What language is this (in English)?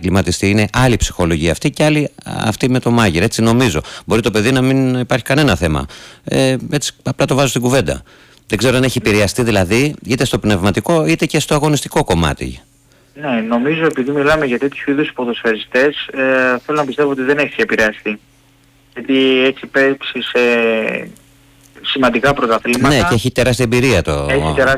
Greek